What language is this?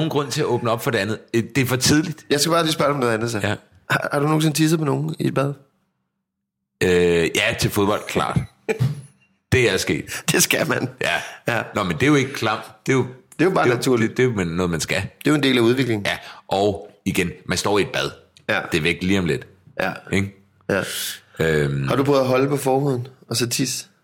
Danish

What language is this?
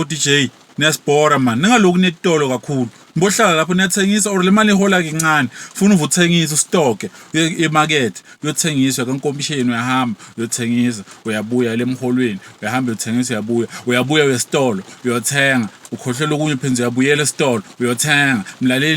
Zulu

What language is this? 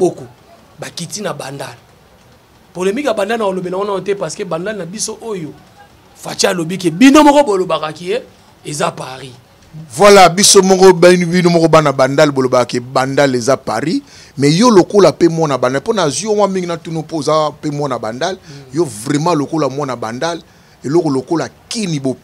Lingala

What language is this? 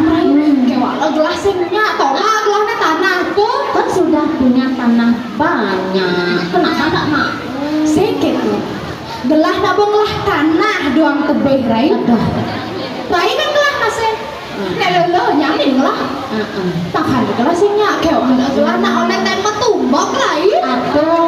Balinese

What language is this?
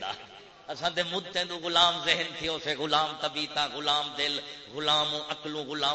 Saraiki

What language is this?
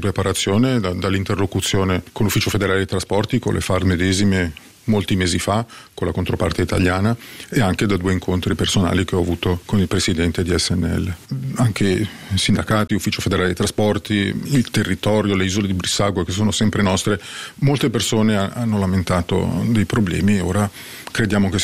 Italian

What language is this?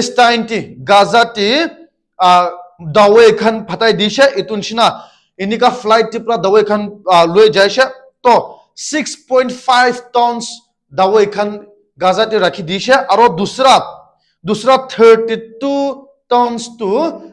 Naga Pidgin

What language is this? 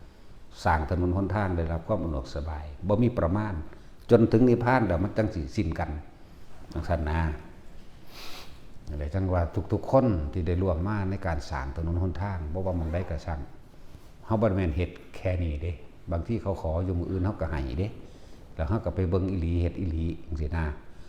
Lao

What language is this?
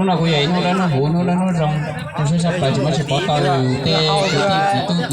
Hmong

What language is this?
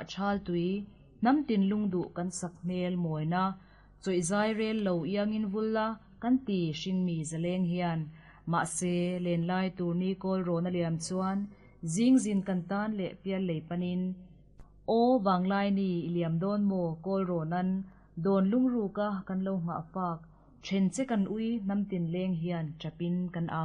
Mizo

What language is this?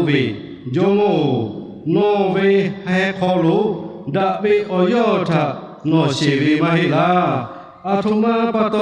Lahu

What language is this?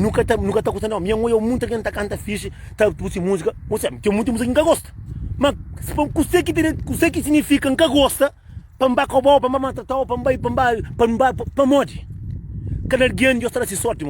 Kabuverdianu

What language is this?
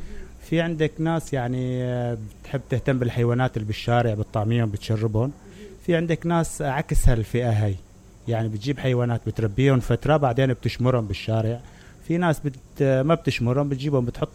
Mesopotamian Arabic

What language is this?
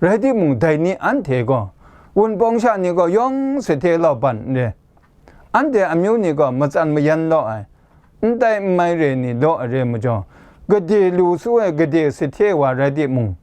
Kachin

